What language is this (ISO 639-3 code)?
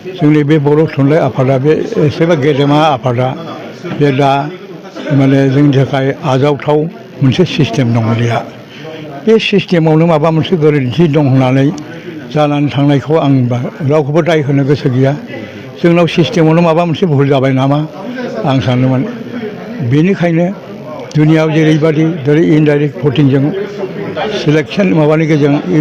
brx